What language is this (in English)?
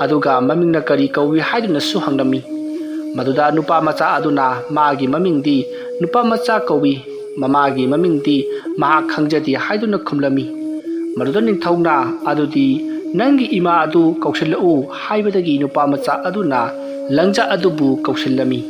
Manipuri